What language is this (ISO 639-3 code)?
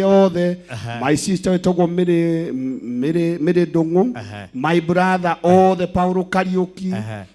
kik